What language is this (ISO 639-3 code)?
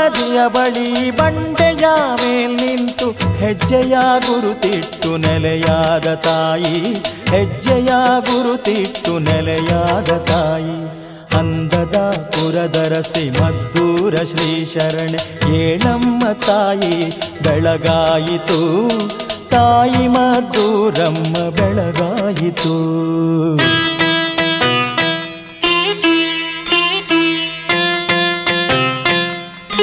kan